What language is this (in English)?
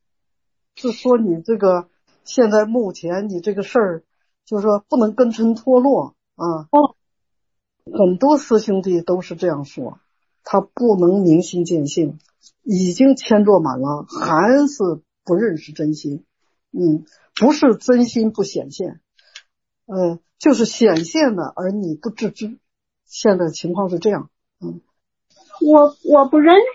Chinese